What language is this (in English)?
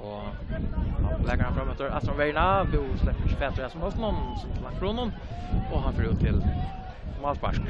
Faroese